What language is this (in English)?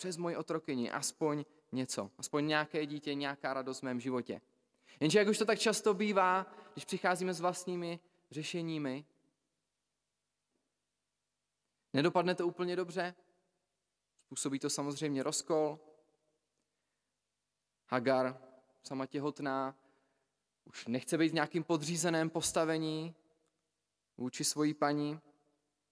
Czech